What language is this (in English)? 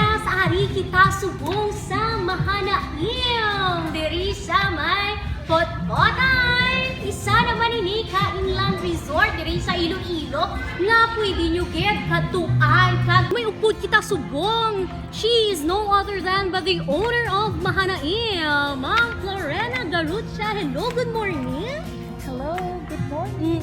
Hiligaynon